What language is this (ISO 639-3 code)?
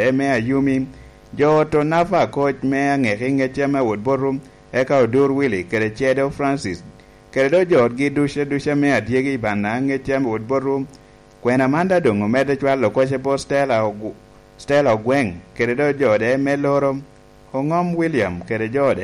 laj